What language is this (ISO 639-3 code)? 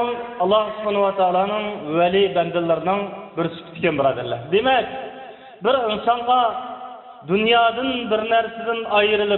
uig